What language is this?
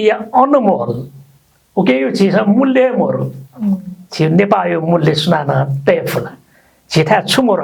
Newari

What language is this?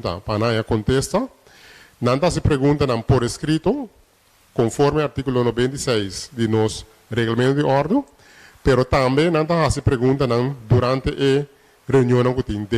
Papiamento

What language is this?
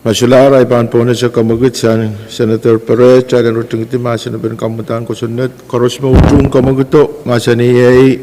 Pohnpeian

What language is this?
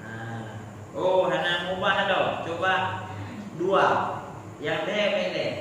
Achinese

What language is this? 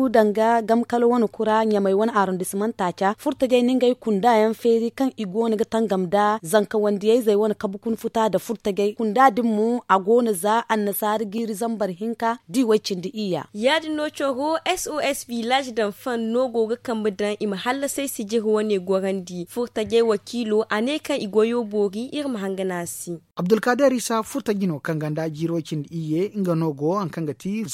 Zarma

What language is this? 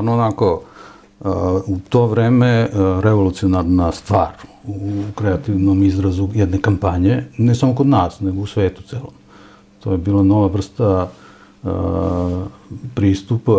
Serbian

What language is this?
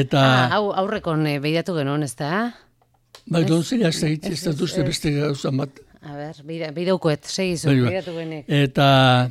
Basque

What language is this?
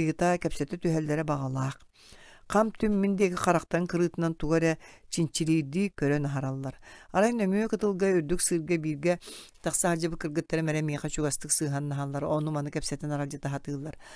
Yakut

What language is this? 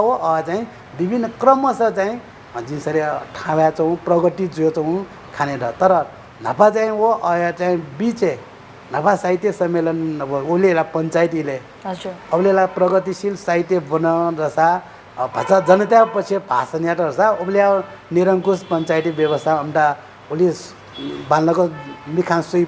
Newari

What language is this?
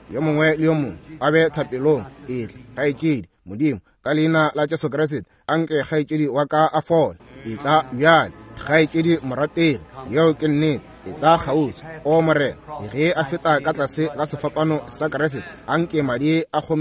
Northern Sotho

